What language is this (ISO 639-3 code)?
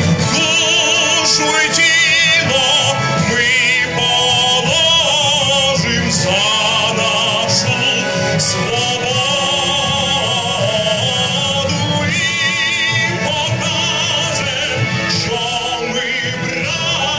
ukr